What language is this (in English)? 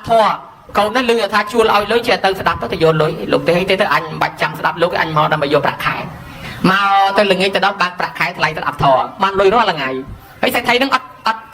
Khmer